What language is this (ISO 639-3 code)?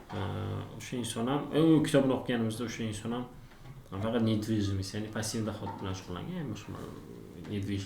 uzb